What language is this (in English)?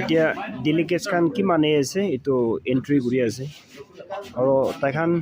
Naga Pidgin